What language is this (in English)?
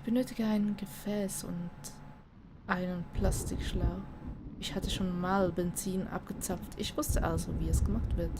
Swiss German